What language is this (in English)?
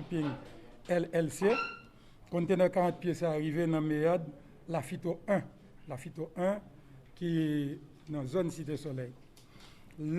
Haitian Creole